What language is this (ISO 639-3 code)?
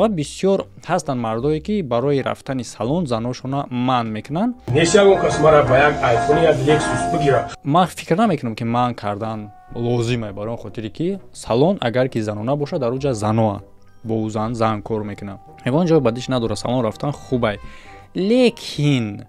tgk